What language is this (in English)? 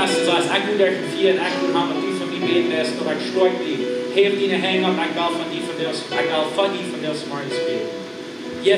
Plautdietsch